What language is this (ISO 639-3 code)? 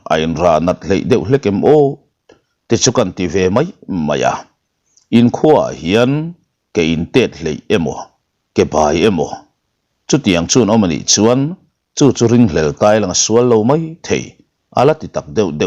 lus